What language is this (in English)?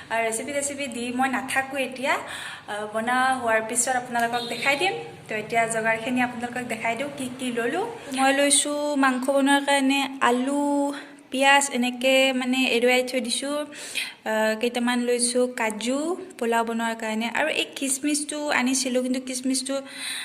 Assamese